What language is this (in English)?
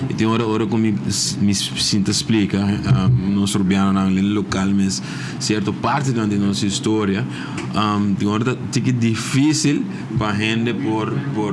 Papiamento